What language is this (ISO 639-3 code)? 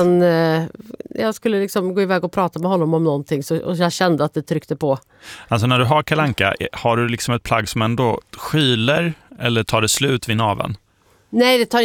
swe